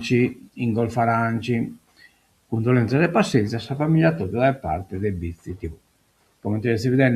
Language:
Sardinian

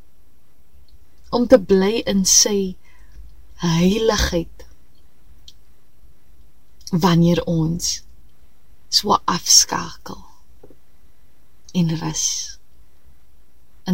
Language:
Afrikaans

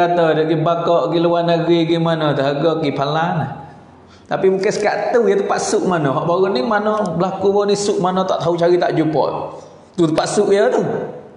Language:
Pattani Malay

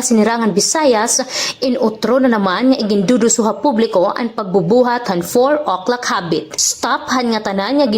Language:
Waray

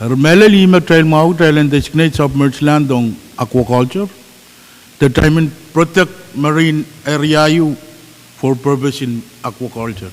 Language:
Pohnpeian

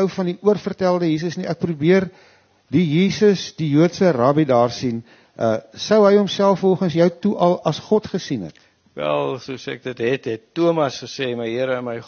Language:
Afrikaans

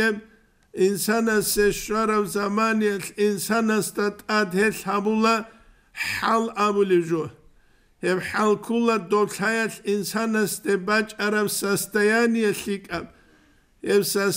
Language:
Avaric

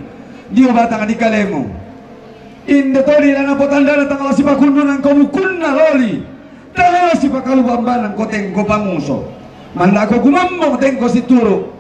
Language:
Toraja-Sa'dan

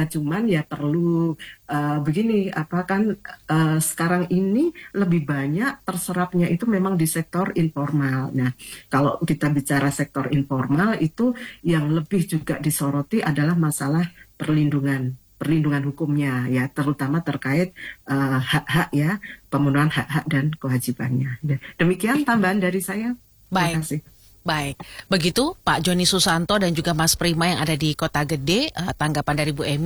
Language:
Indonesian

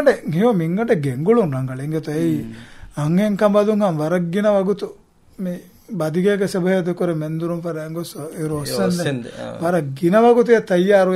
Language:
Divehi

